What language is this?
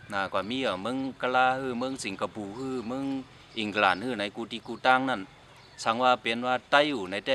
Shan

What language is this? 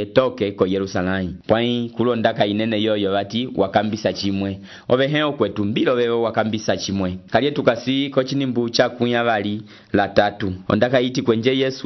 Umbundu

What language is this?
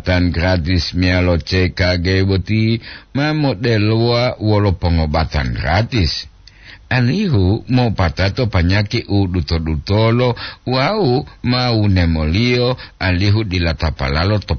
Gorontalo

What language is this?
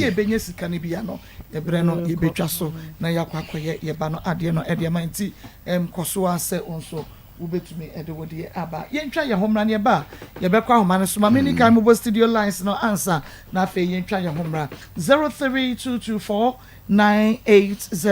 Akan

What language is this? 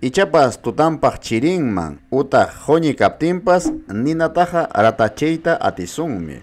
Ayacucho Quechua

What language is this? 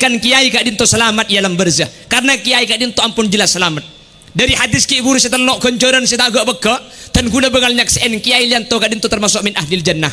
Madurese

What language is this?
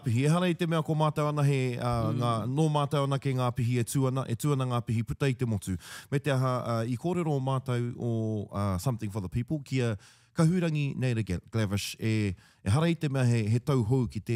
Māori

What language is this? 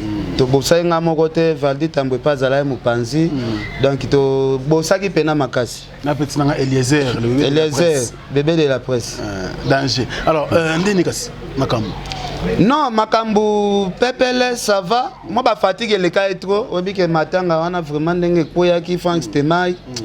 Lingala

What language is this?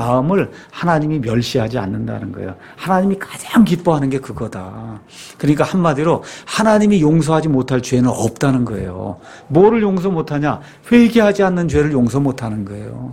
Korean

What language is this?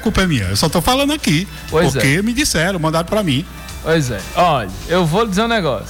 Portuguese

